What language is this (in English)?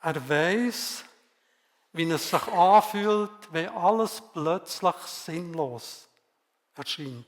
Swiss German